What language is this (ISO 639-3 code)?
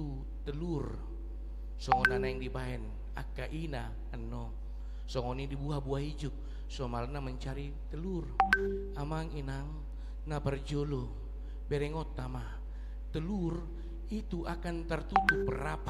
bbc